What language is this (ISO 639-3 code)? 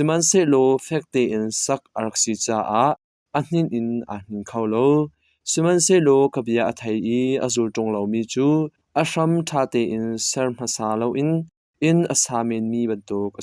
cnh